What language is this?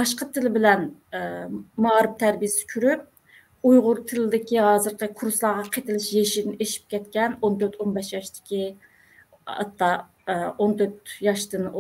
Uyghur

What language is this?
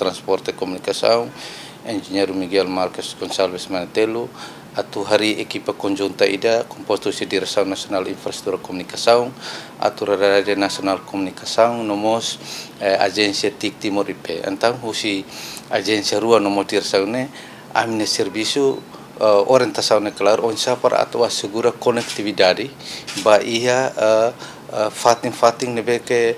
Tetum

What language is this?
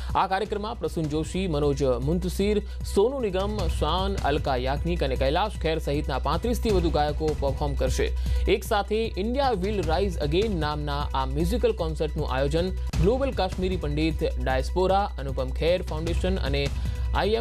Gujarati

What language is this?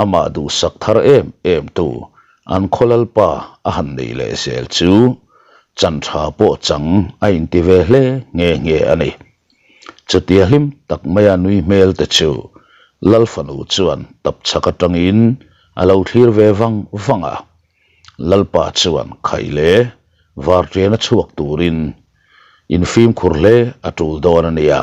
Mizo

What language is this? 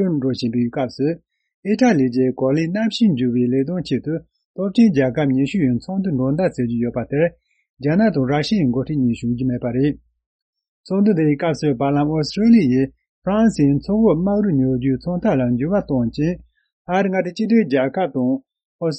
Tibetan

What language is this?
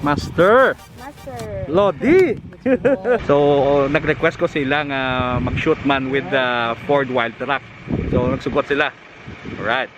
Hiligaynon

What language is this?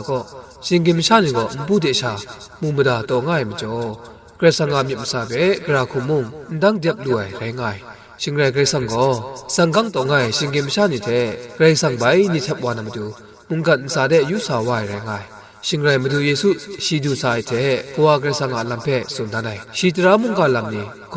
Kachin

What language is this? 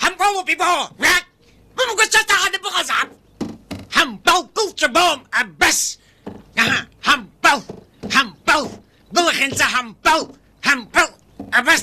Abkhazian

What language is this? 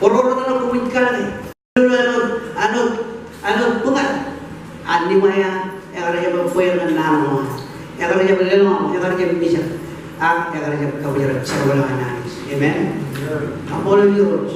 Marshallese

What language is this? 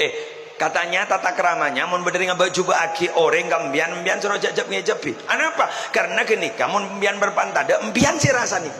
Madurese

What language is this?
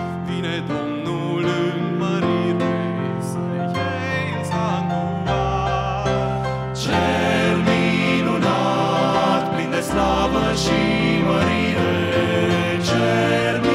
Romanian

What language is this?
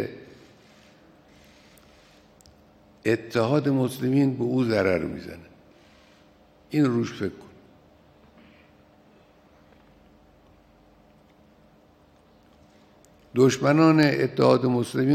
Persian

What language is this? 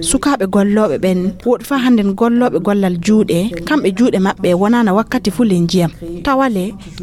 Fula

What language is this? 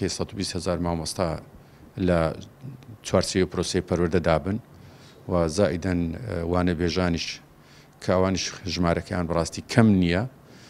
Central Kurdish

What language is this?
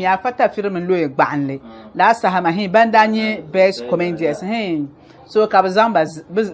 Dagbani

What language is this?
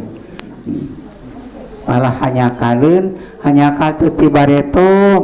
Sundanese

